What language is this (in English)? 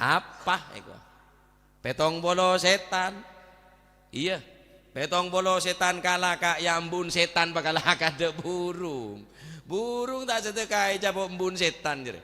Madurese